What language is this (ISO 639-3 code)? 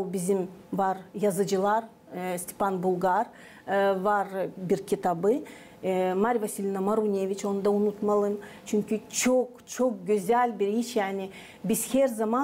gag